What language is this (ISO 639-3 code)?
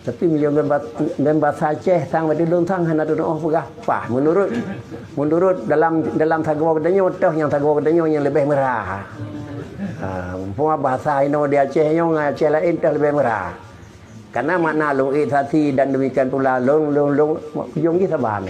ace